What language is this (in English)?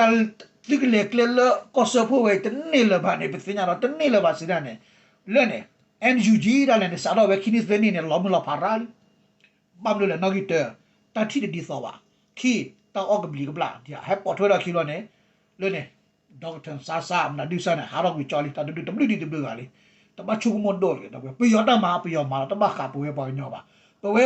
S'gaw Karen